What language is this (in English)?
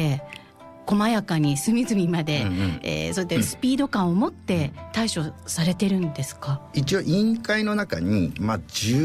Japanese